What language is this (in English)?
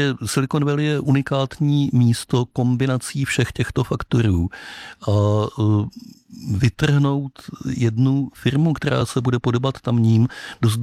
Czech